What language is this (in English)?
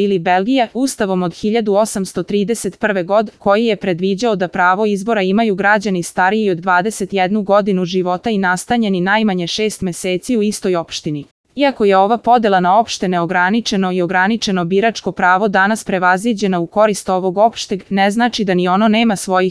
Serbian